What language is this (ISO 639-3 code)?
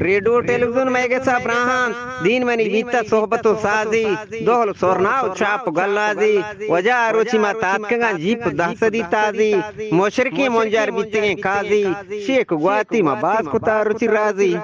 bgp